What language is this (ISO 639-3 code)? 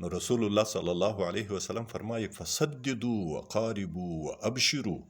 pus